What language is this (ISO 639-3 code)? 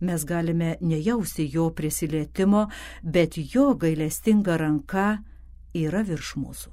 lit